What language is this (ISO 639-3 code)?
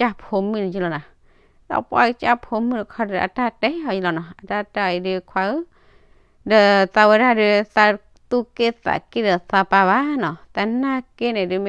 ksw